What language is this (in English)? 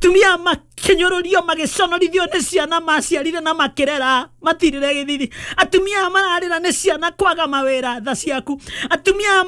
Kikuyu